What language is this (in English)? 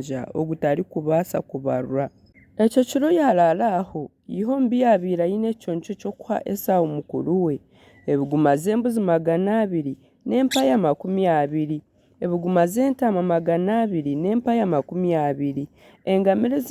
Nyankole